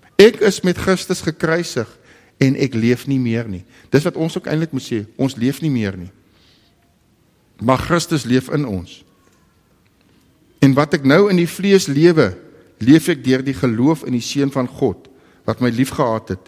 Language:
Afrikaans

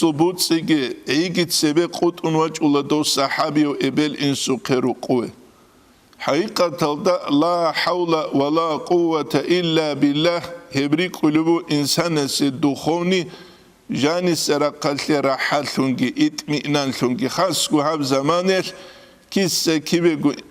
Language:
Avaric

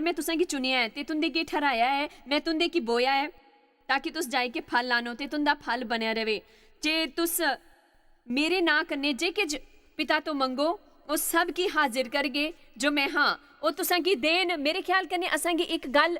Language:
Dogri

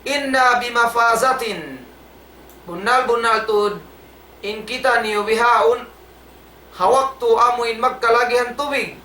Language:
Tausug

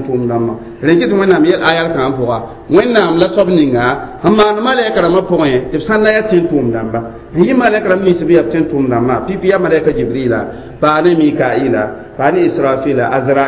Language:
Mossi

